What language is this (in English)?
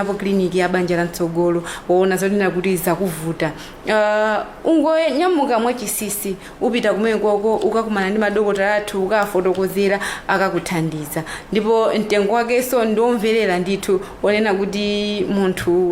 Nyanja